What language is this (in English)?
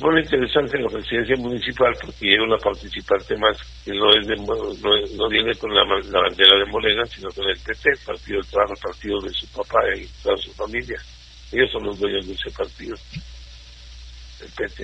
Spanish